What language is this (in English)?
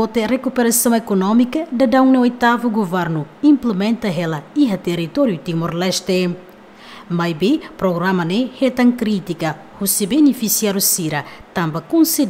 Tetum